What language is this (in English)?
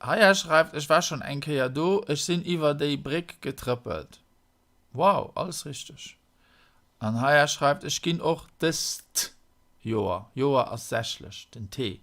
Luxembourgish